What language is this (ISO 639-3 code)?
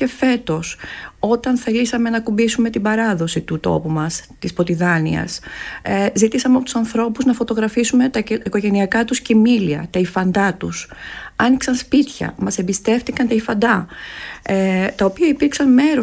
ell